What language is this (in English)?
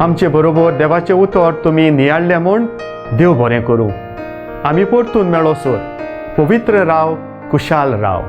Konkani